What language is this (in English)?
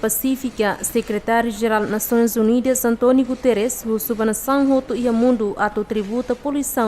Tetum